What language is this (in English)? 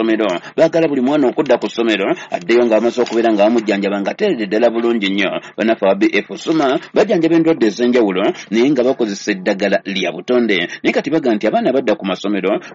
Ganda